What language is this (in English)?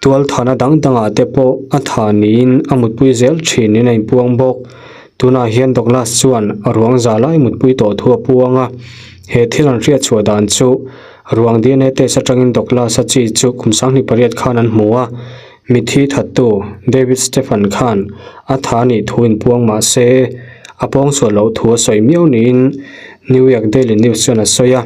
Mizo